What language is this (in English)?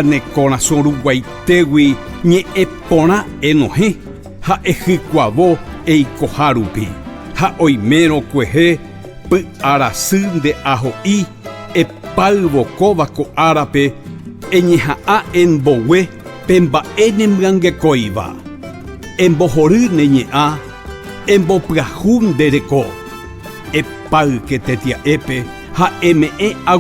Guarani